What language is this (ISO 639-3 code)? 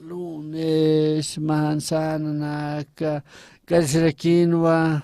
aym